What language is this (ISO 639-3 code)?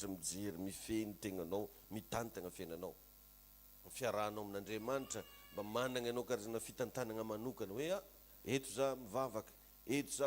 mlg